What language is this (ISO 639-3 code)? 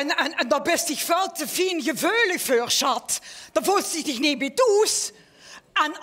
lim